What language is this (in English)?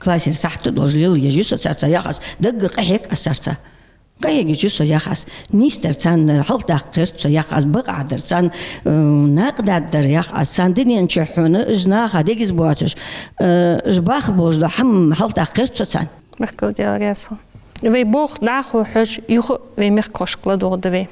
Ingush